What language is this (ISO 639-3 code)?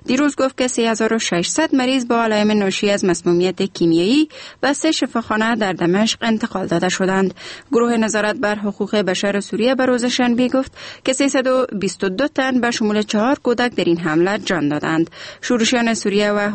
fas